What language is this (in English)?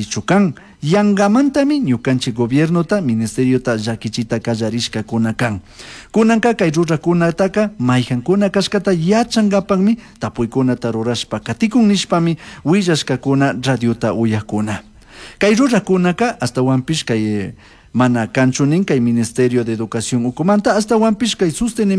Chimborazo Highland Quichua